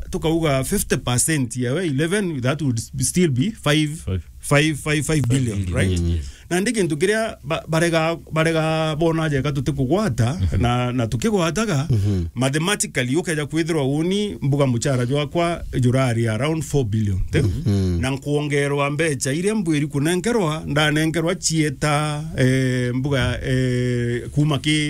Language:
Meru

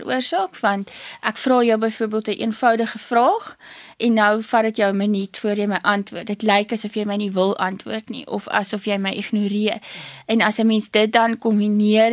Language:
Afrikaans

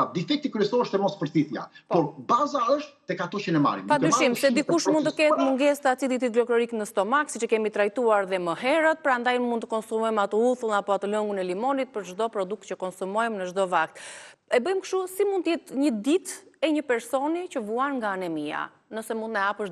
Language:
Albanian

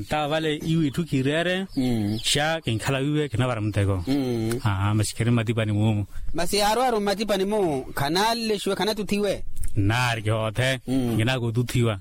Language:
Makhuwa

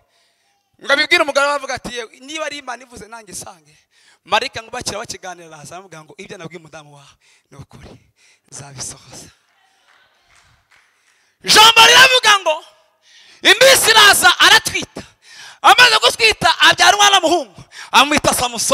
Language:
Kinyarwanda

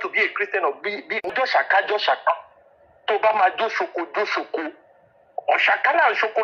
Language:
Yoruba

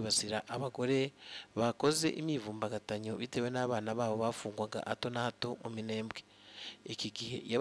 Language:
Kinyarwanda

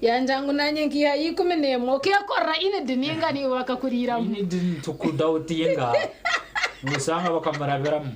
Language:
Nyankole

